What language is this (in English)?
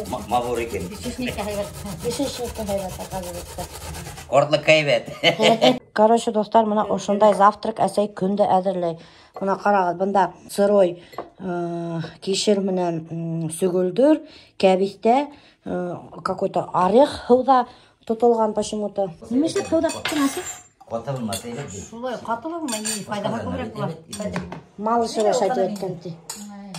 Bashkir